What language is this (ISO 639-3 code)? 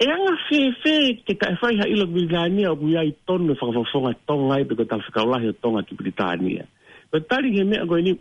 ton